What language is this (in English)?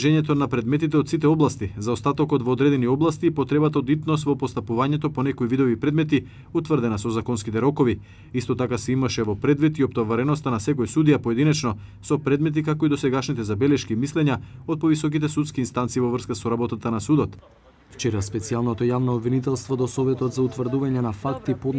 Macedonian